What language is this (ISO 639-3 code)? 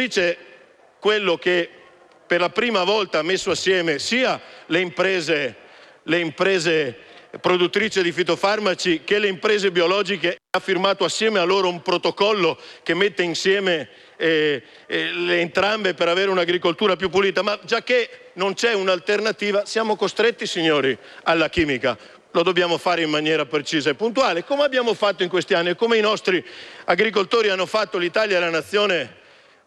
ita